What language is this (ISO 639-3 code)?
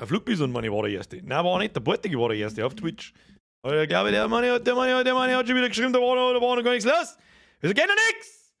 bar